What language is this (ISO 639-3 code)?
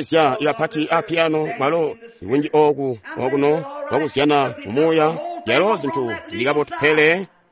toi